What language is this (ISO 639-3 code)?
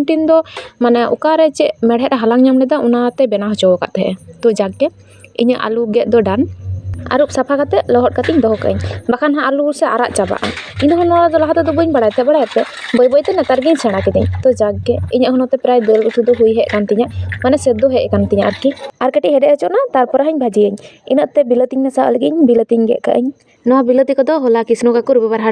sat